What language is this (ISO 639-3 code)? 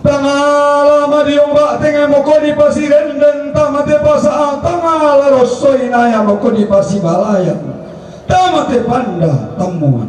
sda